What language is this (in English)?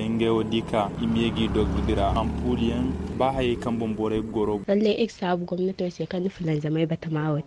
Zarma